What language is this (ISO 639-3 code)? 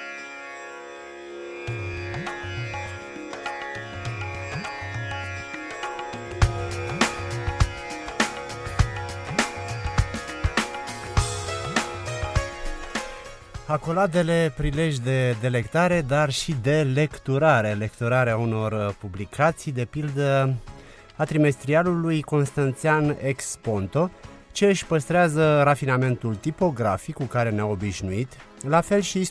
ron